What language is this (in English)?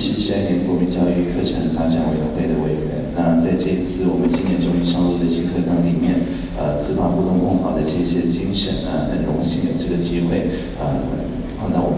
Chinese